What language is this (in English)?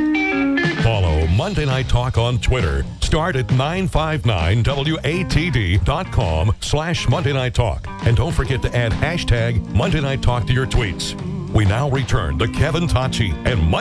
English